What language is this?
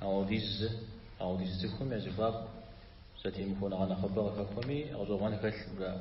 Kabardian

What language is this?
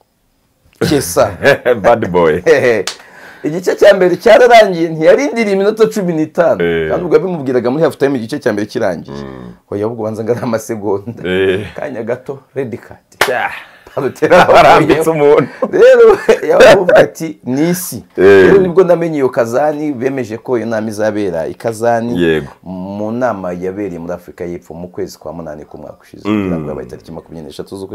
Kinyarwanda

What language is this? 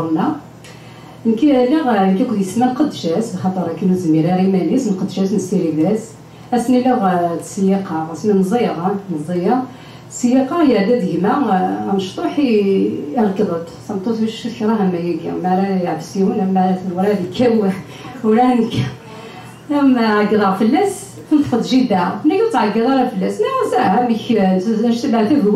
Kabyle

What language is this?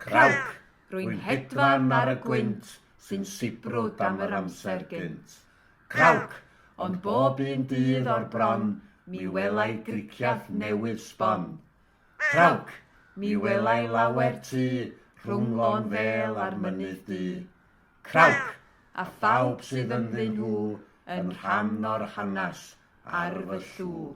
Welsh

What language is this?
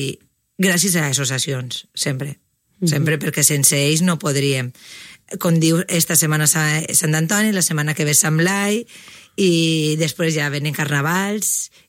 Catalan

